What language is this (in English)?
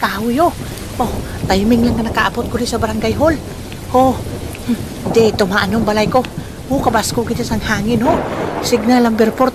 Hiligaynon